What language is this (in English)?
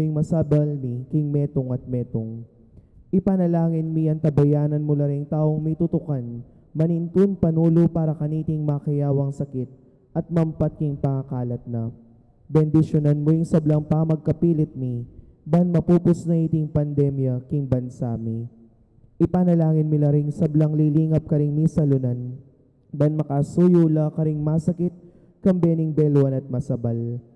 Pampanga